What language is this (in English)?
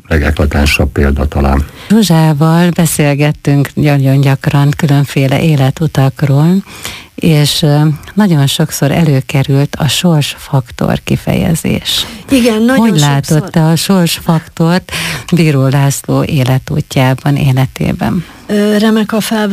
Hungarian